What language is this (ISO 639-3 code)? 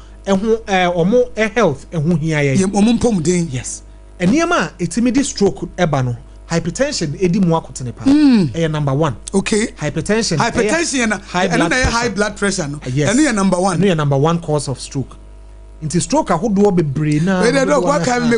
aka